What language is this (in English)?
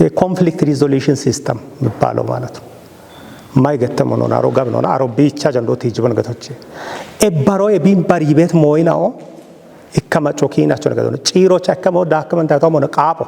Kafa